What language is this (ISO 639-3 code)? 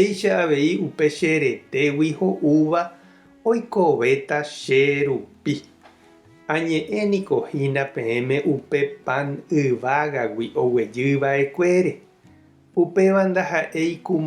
grn